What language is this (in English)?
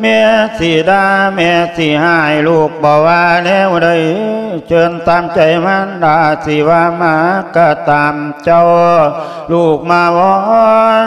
Lao